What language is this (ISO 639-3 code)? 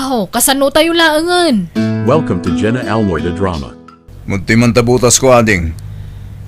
ilo